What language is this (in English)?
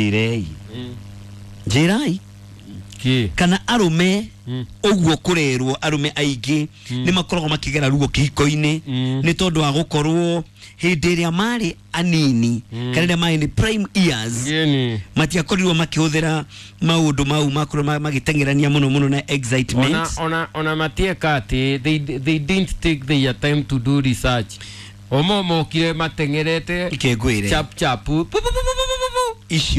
Kikuyu